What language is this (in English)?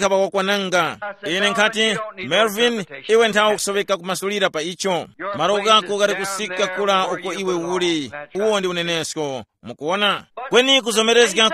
Tumbuka